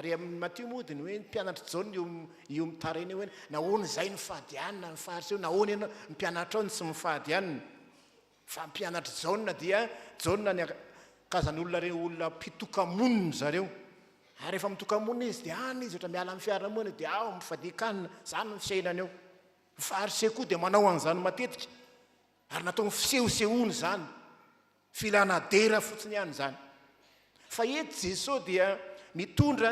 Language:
Malagasy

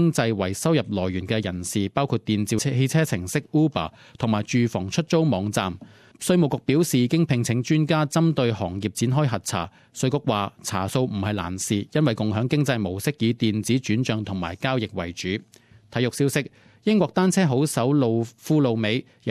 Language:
Cantonese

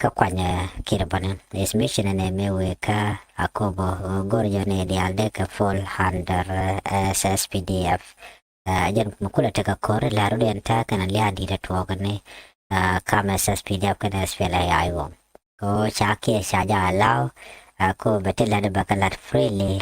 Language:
Nuer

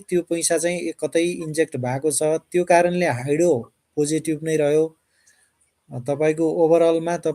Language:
Nepali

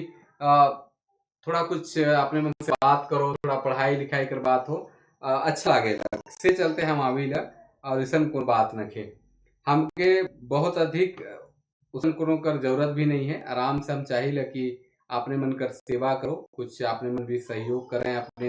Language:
Sadri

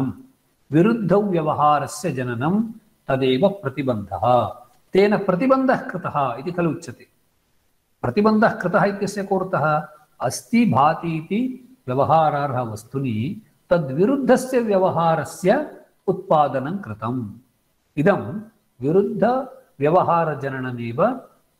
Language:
Sanskrit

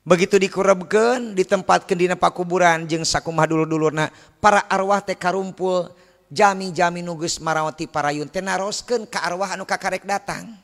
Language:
Sundanese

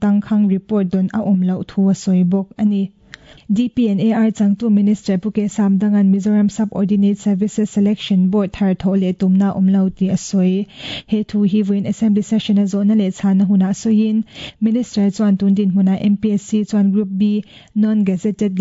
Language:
Mizo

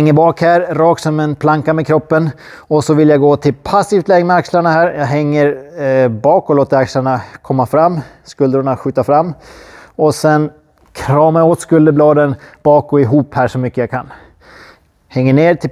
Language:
Swedish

